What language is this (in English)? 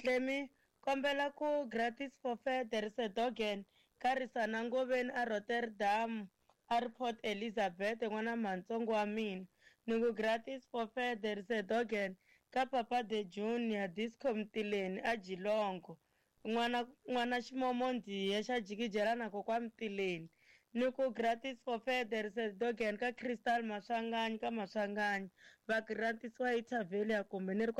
Tsonga